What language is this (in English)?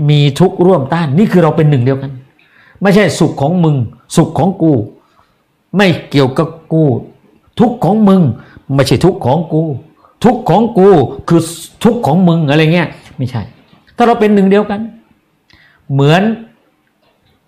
Thai